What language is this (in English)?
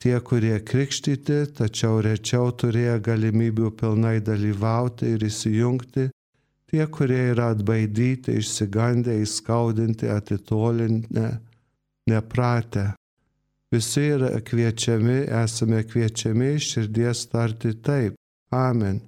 Lithuanian